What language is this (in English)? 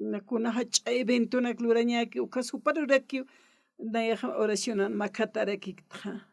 Aymara